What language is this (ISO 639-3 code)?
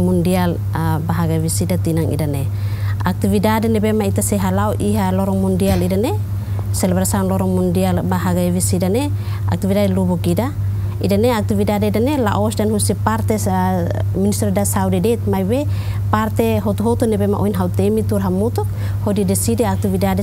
tet